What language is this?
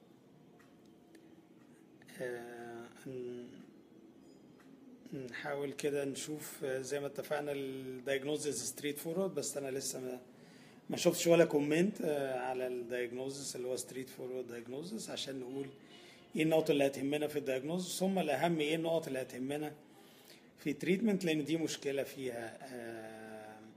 Egyptian Arabic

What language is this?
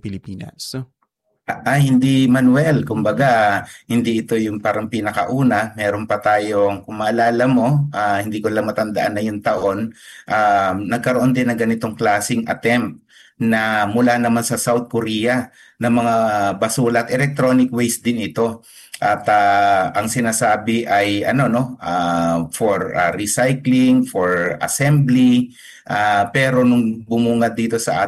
Filipino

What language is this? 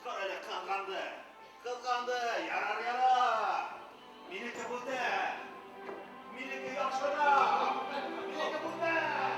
Bashkir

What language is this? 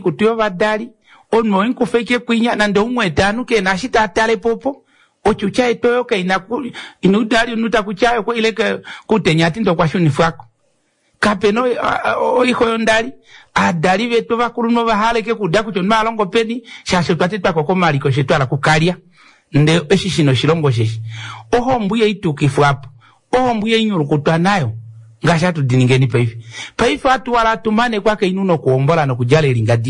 Kuanyama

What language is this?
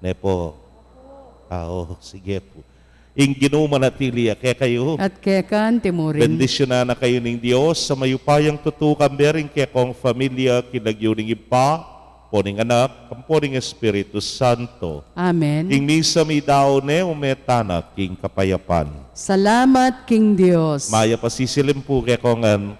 Pampanga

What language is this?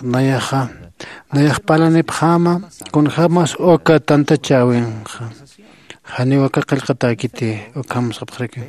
Aymara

